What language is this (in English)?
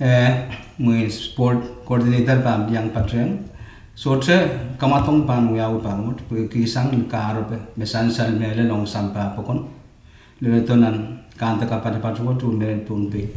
Pohnpeian